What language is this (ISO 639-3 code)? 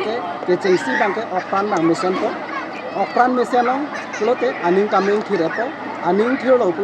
mjw